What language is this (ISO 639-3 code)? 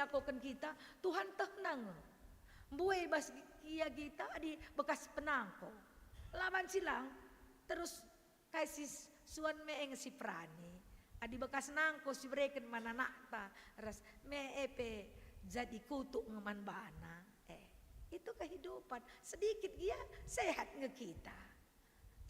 btx